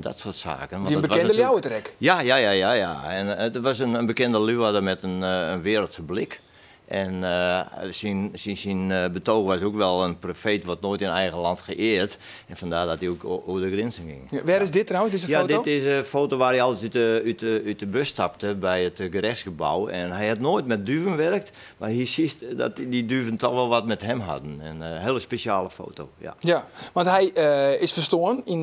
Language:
Western Frisian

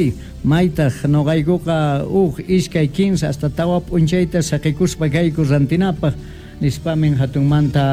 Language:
Quechua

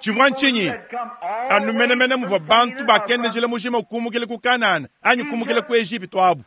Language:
Luba-Lulua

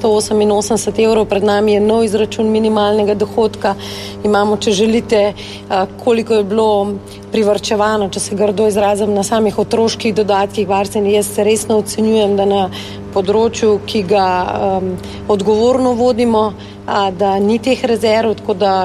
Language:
Slovenian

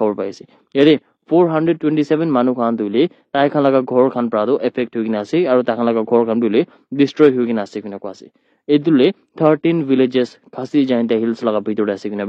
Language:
Naga Pidgin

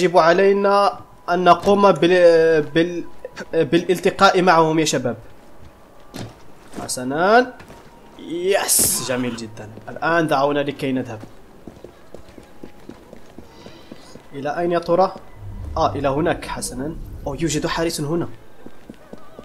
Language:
Arabic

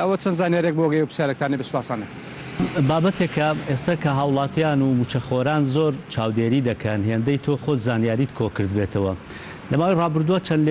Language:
Central Kurdish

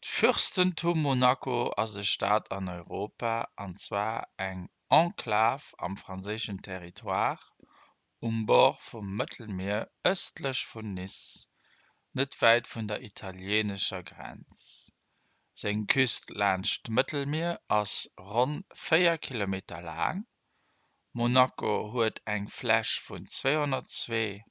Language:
Luxembourgish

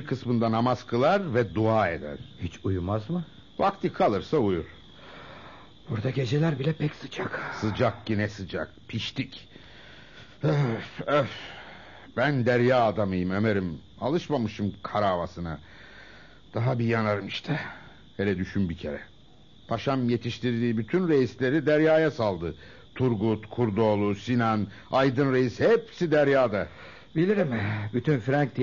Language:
Turkish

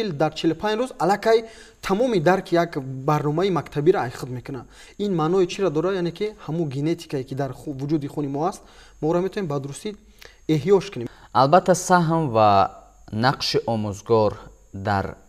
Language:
Tajik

